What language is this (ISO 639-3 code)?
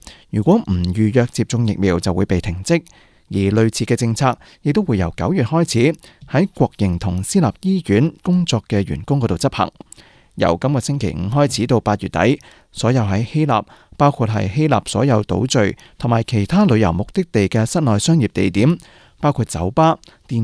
yue